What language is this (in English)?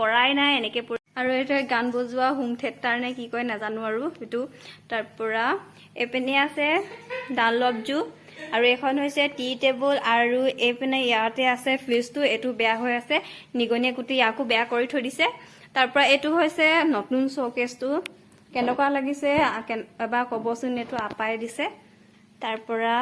Assamese